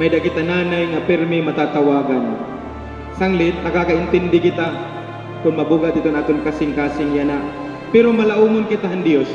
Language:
Waray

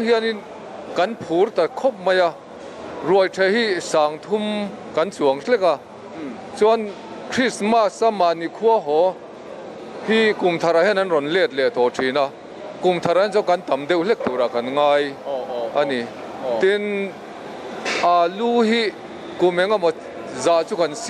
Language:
Mizo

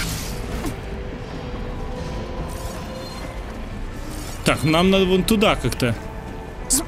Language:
Russian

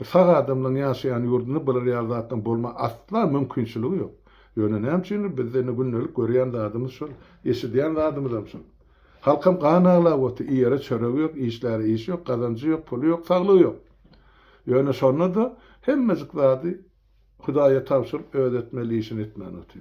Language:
Turkmen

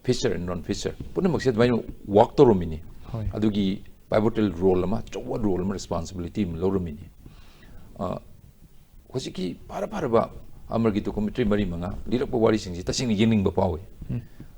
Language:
Manipuri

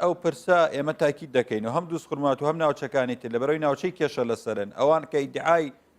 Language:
Central Kurdish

